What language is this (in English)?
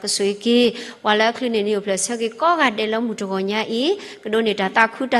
S'gaw Karen